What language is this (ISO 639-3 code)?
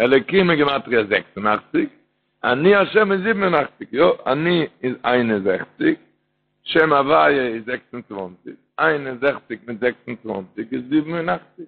yid